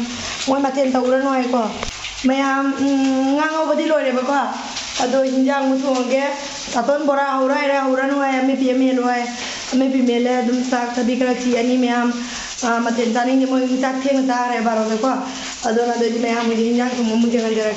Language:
Manipuri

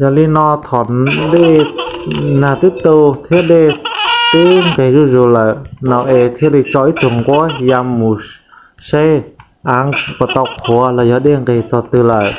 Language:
Hmong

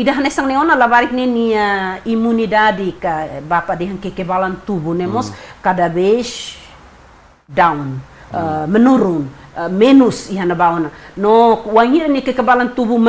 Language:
Tetum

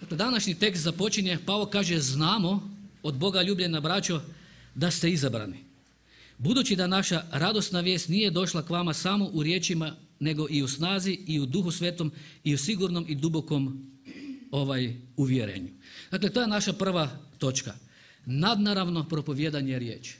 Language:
Croatian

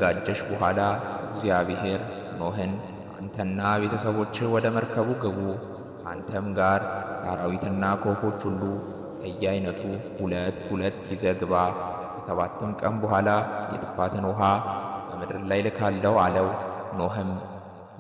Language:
Amharic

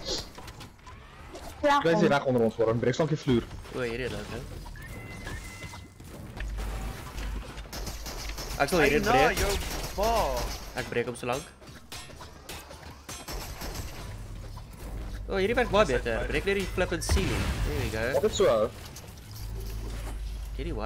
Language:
Afrikaans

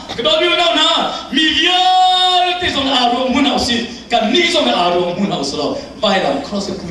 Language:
Hakha Chin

